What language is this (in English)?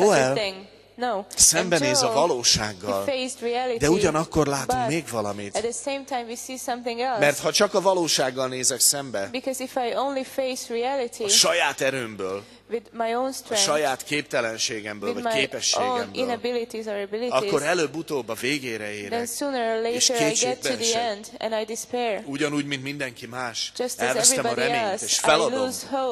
Hungarian